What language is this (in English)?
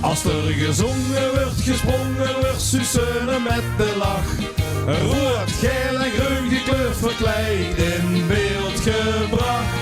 Limburgish